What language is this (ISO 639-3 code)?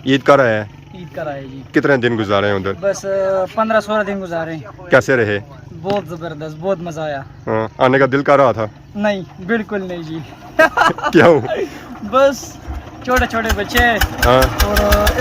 phr